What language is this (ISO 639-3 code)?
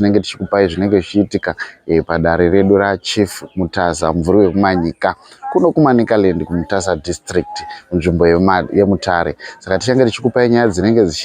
sna